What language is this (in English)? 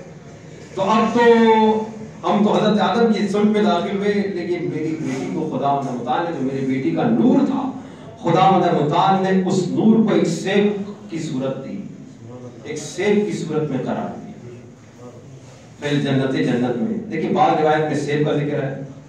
Urdu